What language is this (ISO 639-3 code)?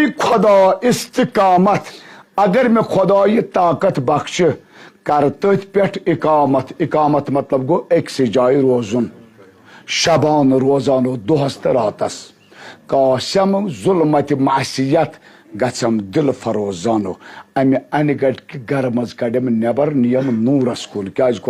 kas